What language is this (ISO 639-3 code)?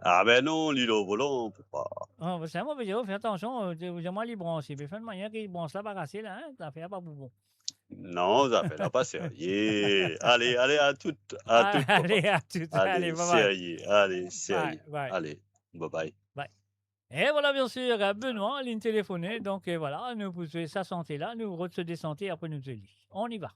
mfe